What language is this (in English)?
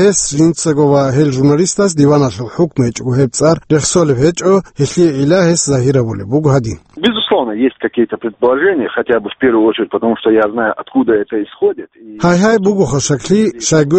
Avaric